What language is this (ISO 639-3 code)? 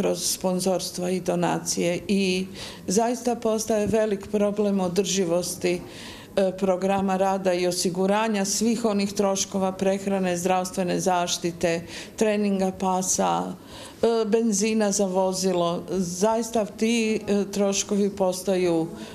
hrv